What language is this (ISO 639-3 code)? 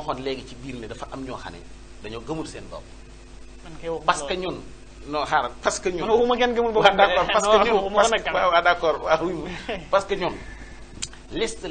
wol